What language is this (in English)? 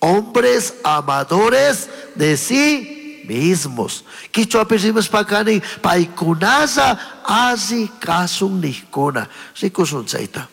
Chimborazo Highland Quichua